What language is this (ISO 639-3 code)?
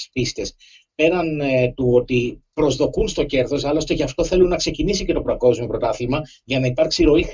ell